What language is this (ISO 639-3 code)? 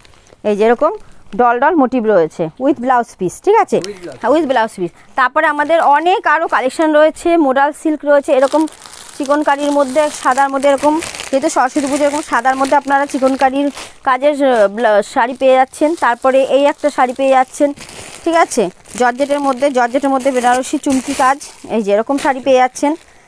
ben